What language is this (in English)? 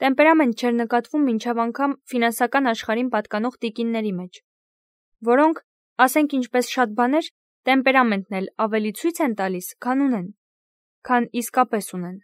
Armenian